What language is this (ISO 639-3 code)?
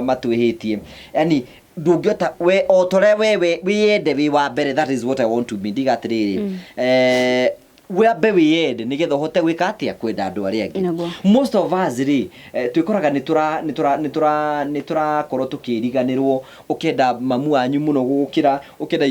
kik